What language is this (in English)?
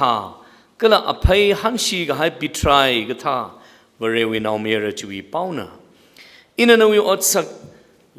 Tangkhul Naga (India)